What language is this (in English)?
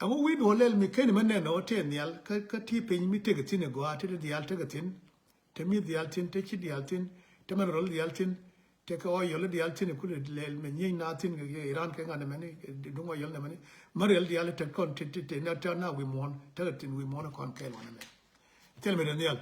Nuer